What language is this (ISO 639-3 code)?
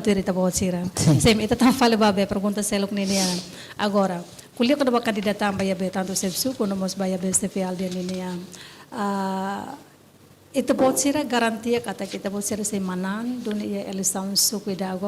tet